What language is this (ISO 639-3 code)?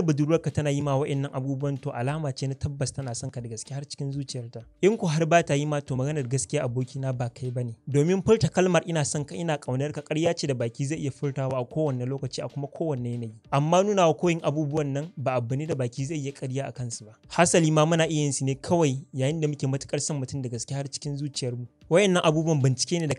hau